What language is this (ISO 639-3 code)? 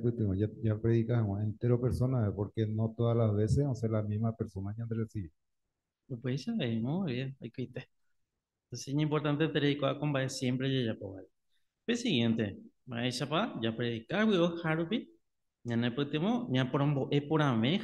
grn